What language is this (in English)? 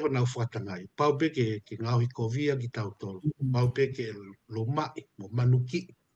Tongan